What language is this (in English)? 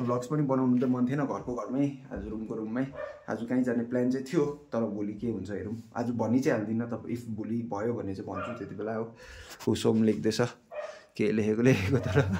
Nepali